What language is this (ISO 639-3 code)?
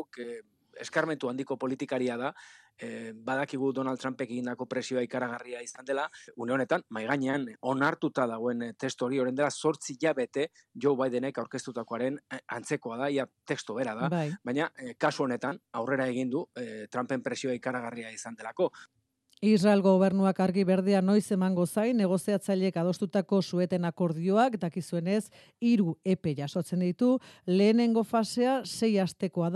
eus